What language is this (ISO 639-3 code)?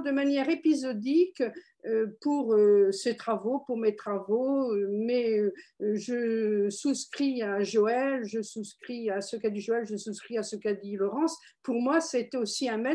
fra